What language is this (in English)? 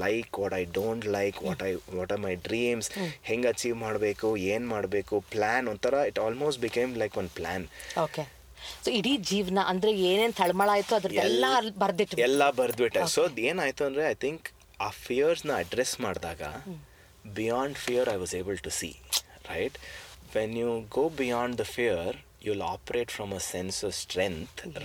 Kannada